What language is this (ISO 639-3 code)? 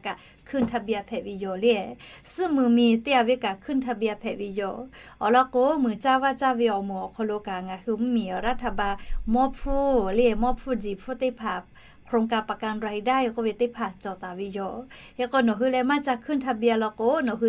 lhu